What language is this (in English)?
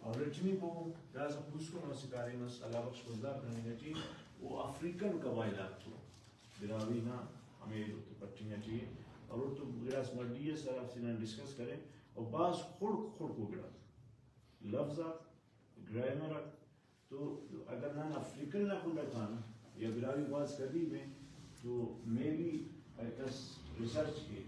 Brahui